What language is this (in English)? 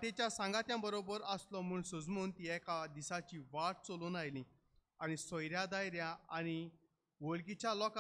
Konkani